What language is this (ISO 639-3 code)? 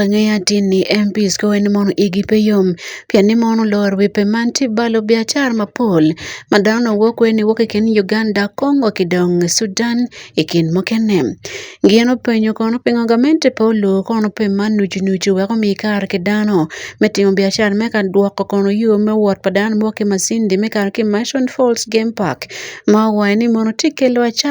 ach